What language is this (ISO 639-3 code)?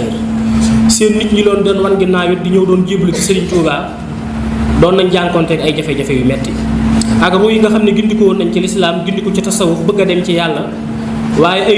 wol